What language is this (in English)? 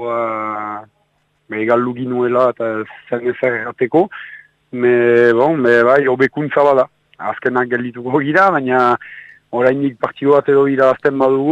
Basque